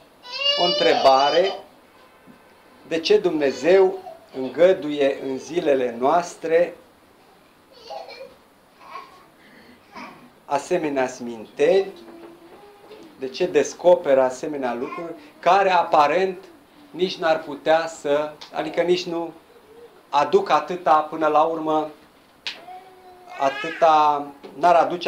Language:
Romanian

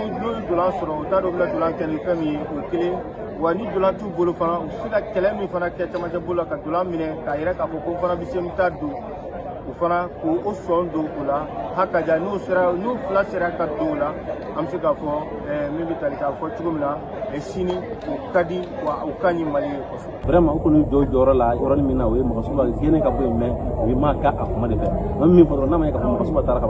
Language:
Bambara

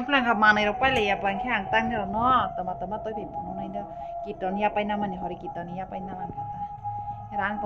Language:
Kok Borok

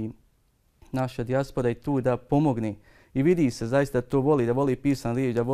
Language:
Bosnian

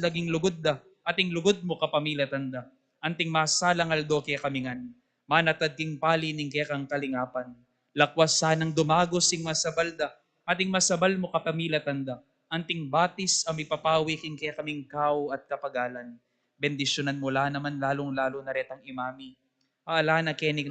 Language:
Pampanga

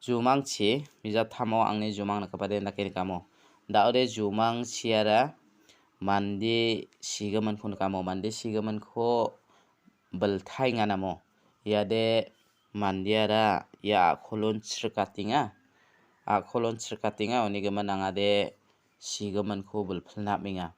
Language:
Garo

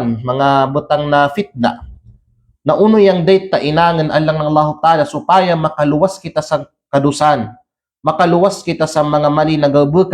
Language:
Kalagan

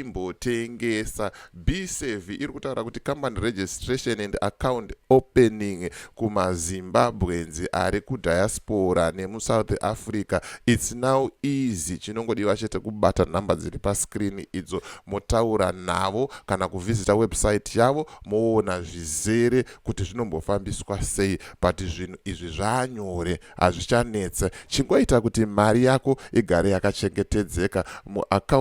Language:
Shona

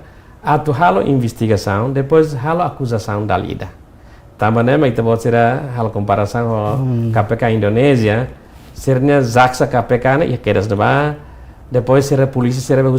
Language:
Tetum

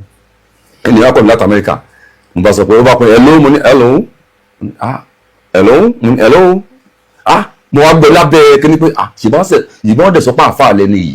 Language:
Yoruba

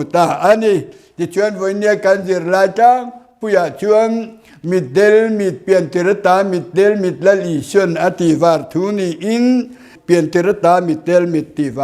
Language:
Mizo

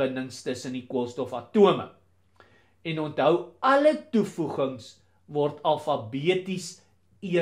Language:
Afrikaans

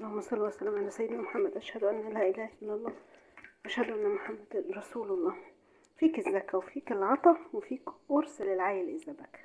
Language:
Egyptian Arabic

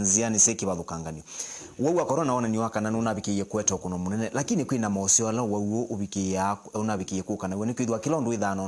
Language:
Kamba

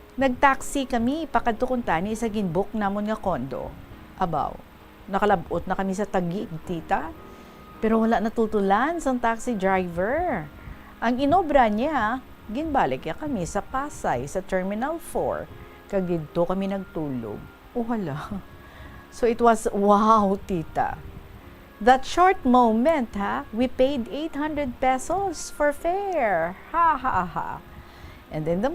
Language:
Hiligaynon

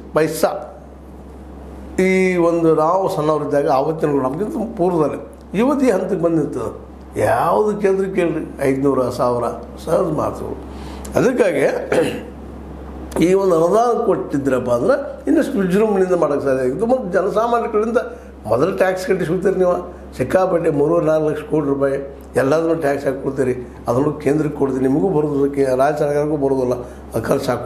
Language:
Kannada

